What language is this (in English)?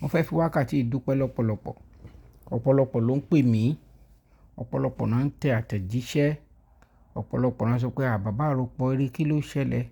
Yoruba